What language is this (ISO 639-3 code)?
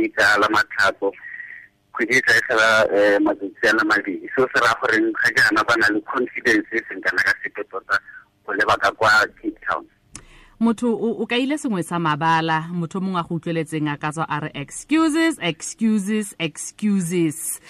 tsn